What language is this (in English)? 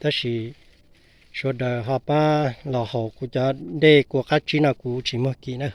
Hmong